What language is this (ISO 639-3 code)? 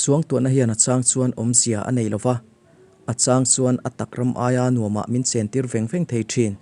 lus